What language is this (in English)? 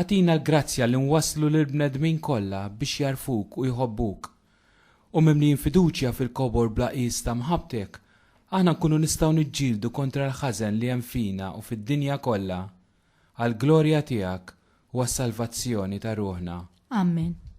Maltese